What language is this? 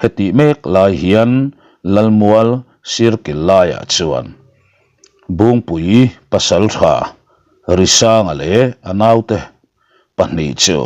Mizo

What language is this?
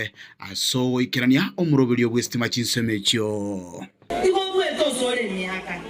Gusii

